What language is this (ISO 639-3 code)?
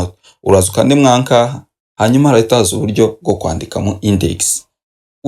kin